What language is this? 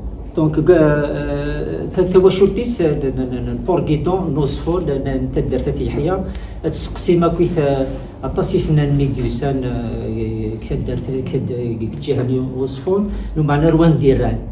Kabyle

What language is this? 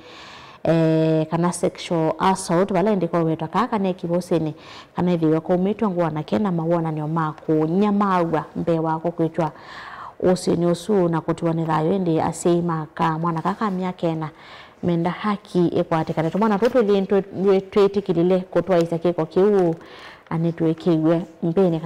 Kamba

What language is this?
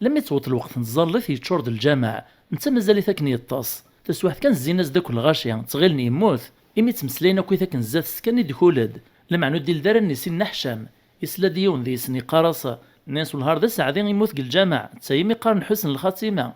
Kabyle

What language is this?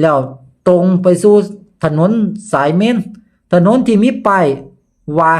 Lao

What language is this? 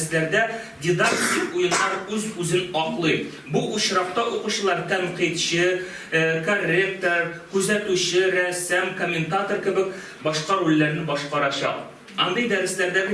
Tatar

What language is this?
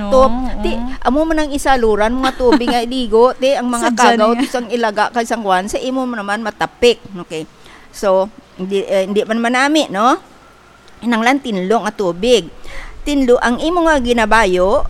Hiligaynon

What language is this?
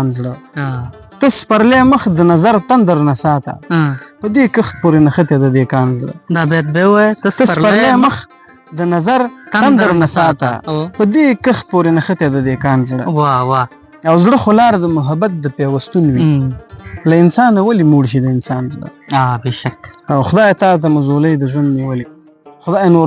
Pashto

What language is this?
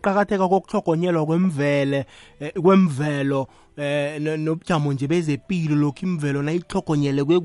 South Ndebele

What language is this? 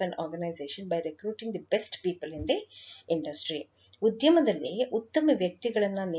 Kannada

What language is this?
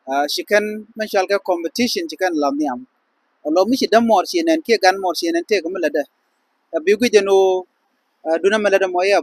Nuer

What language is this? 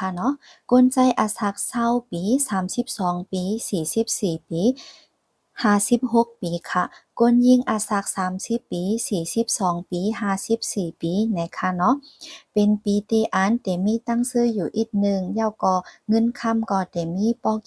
Shan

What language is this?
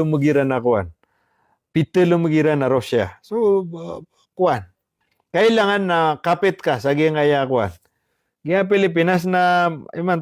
Maranao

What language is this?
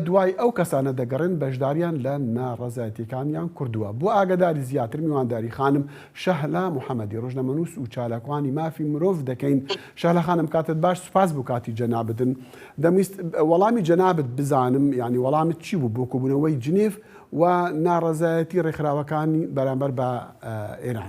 Central Kurdish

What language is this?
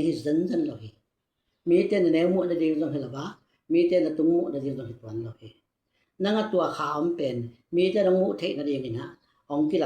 Tedim Chin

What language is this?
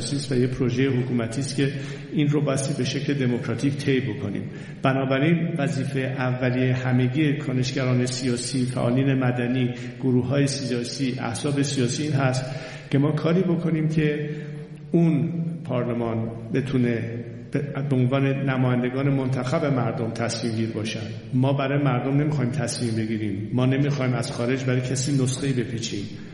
Persian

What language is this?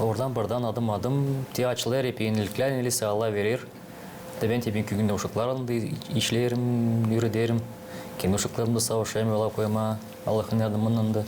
Gagauz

